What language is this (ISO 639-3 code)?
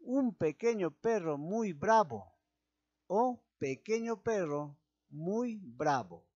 quy